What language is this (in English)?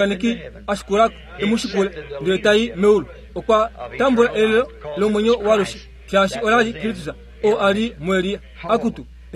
Kuanyama